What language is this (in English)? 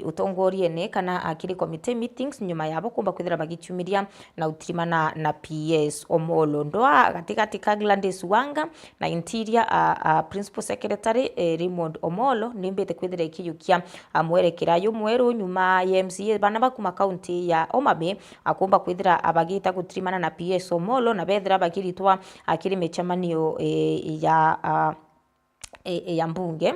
Meru